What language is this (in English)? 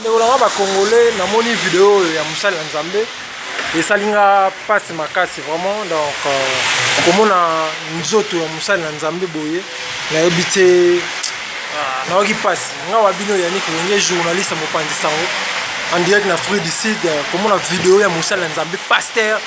Lingala